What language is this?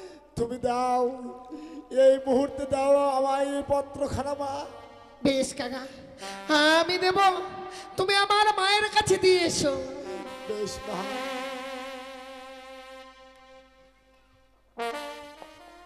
Bangla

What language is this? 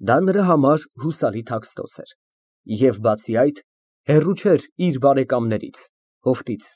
Armenian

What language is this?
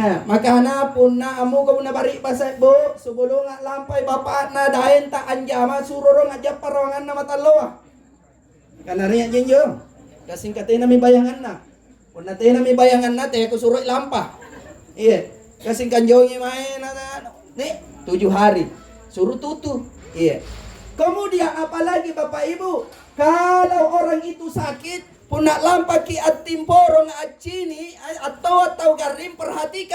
Makasar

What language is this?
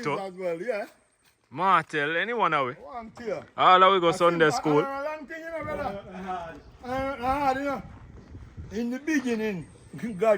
Jamaican Creole English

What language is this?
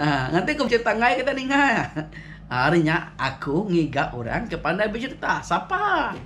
Iban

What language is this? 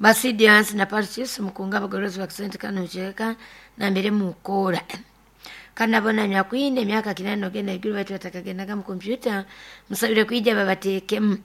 Nyoro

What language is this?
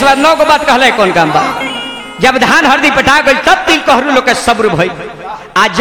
Bhojpuri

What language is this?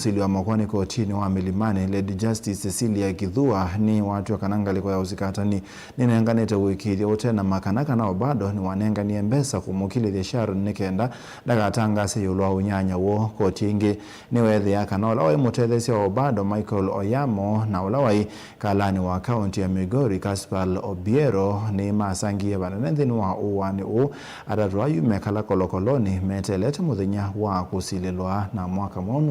Kamba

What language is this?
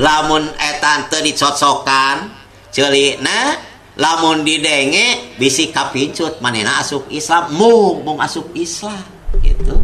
Sundanese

